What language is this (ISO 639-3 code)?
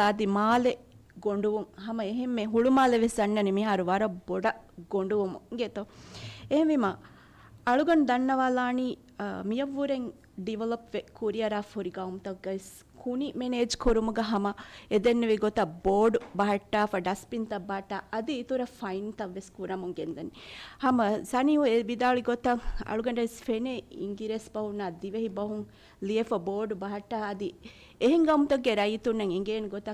div